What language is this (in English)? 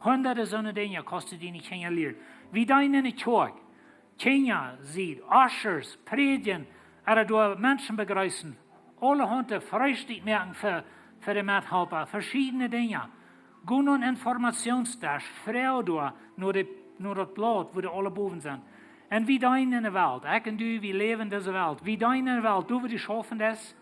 Plautdietsch